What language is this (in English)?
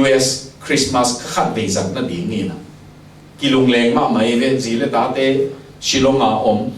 Tedim Chin